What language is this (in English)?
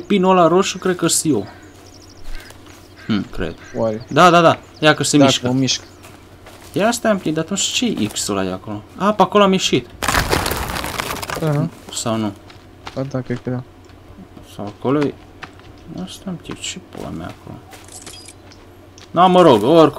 Romanian